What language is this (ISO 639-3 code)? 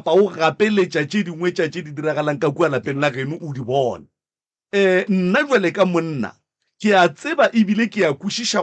nso